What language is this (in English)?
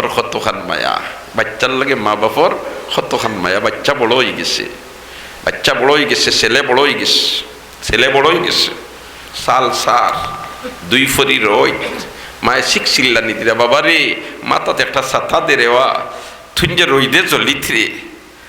Sylheti